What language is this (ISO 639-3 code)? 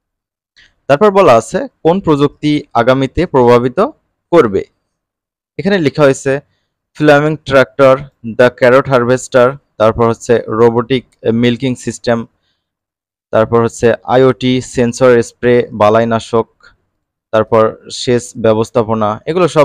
ben